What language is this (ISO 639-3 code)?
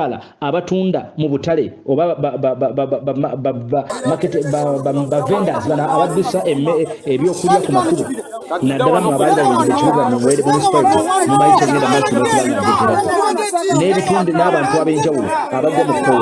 lug